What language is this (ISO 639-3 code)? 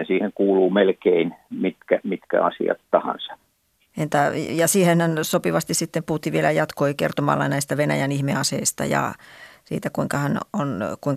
fin